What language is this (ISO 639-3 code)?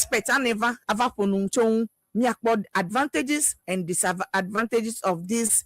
ewe